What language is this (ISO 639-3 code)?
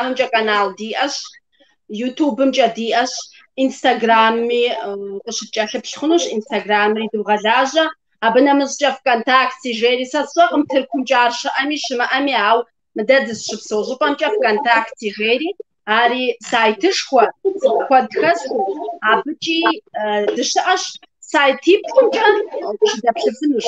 kbd